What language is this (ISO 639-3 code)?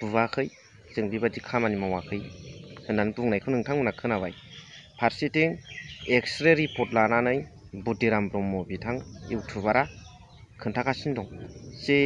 brx